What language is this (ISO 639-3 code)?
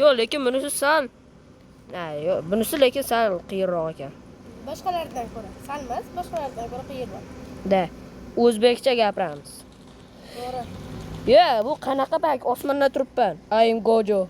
uzb